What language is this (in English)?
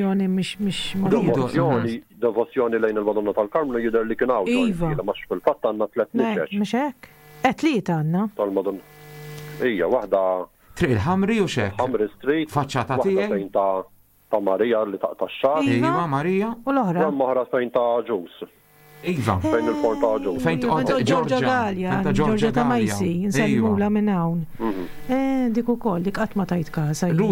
Maltese